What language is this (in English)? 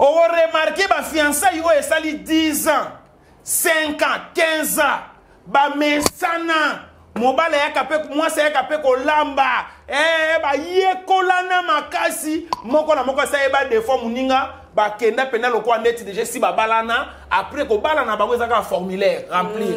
Lingala